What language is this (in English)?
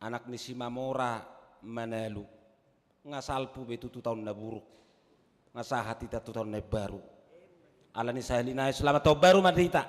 Batak Toba